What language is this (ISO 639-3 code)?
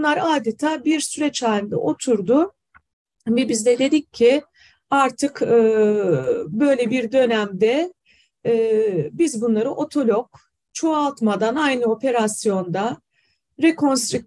tur